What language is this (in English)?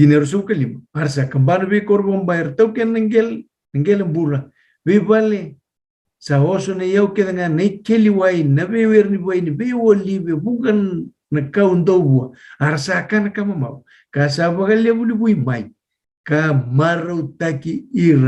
Fijian